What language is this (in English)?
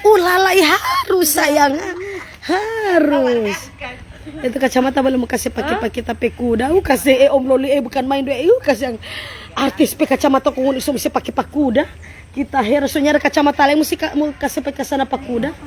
Manado Malay